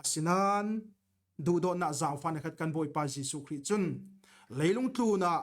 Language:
Falam Chin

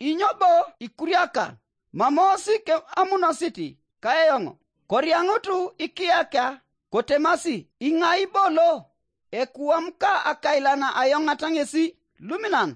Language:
Teso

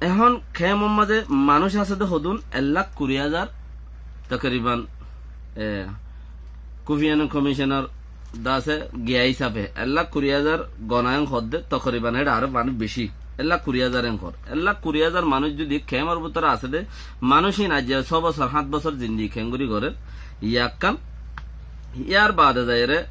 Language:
Rohingya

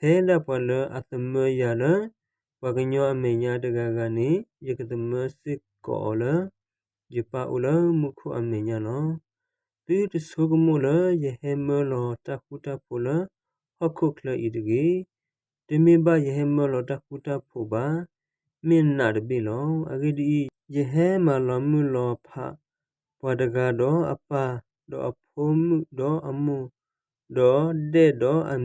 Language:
S'gaw Karen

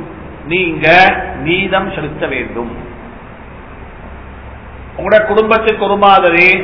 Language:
Tamil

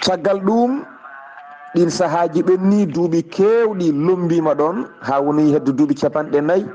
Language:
Fula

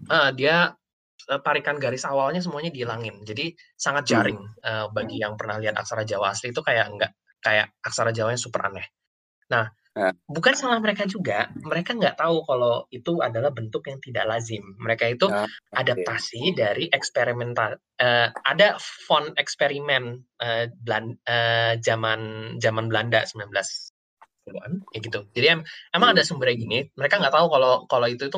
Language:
Indonesian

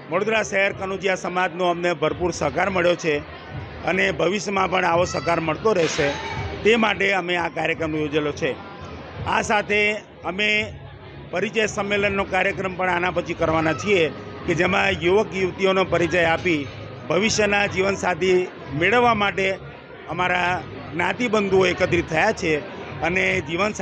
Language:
Gujarati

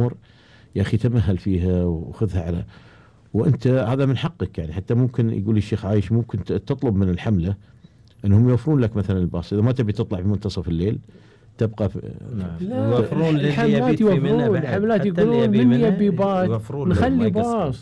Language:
Gulf Arabic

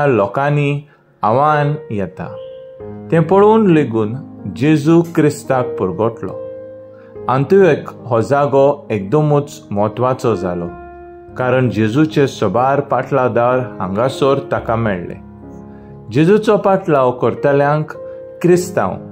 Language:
Konkani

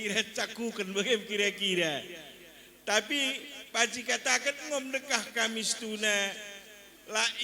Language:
Batak Karo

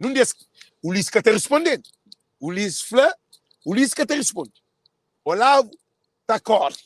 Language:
Kabuverdianu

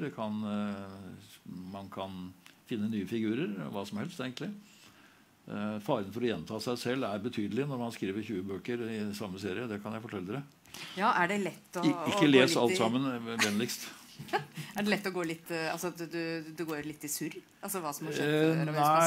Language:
Norwegian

